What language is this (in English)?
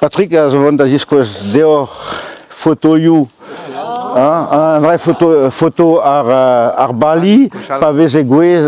Breton